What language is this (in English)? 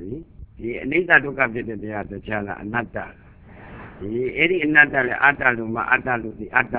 Burmese